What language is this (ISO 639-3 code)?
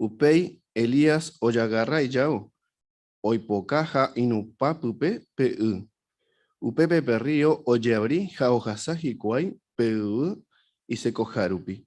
grn